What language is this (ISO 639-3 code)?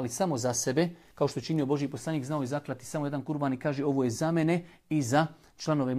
bos